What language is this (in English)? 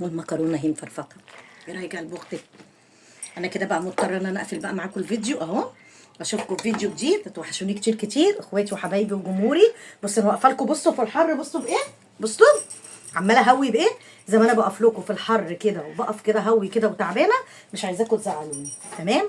Egyptian Arabic